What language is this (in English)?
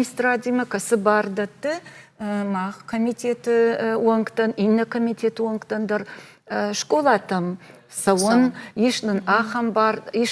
Ossetic